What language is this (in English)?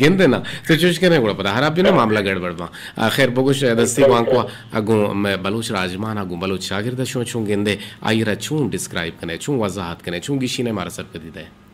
Eastern Balochi